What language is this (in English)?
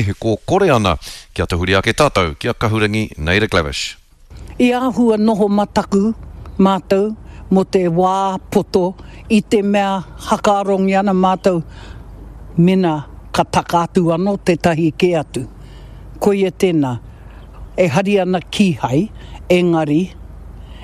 Māori